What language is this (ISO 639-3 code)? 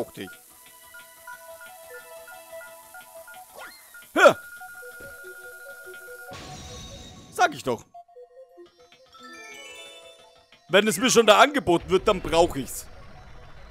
deu